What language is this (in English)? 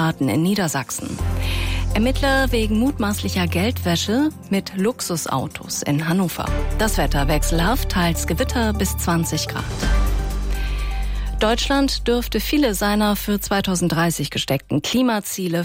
German